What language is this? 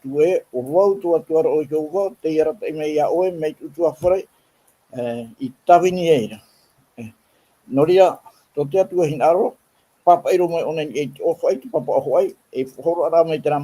Tahitian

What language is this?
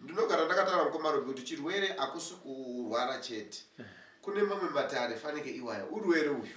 Shona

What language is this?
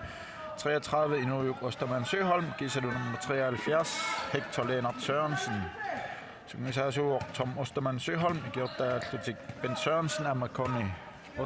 Kalaallisut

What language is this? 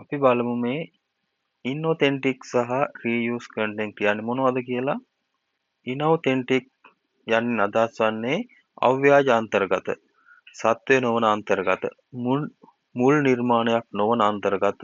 Sinhala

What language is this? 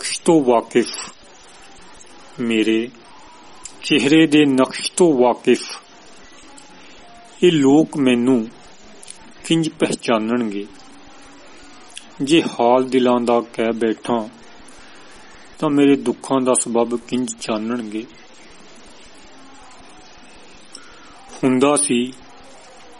Punjabi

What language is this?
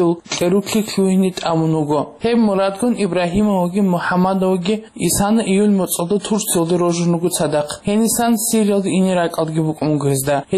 Avaric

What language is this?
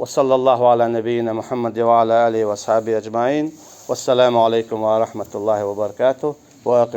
Chechen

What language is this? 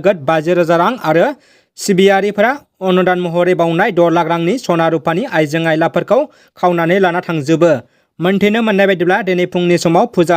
Bodo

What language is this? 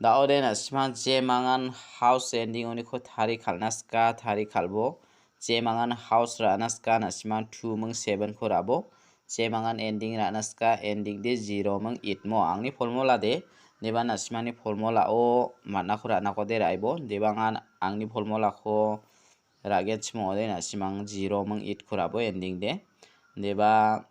Garo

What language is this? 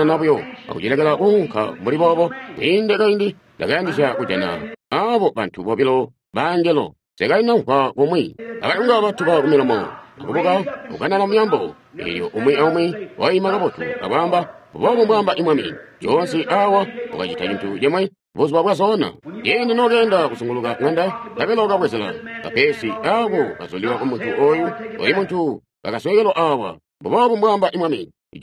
Tonga (Zambia)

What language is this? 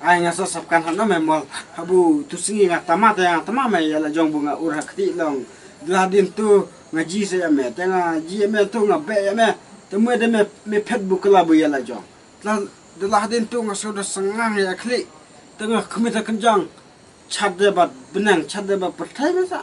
Khasi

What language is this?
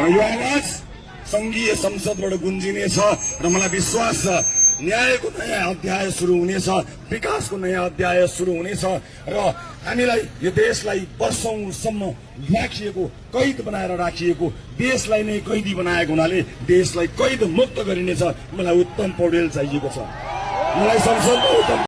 Nepali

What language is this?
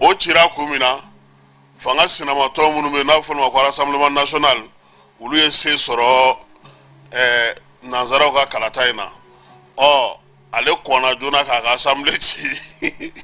Bambara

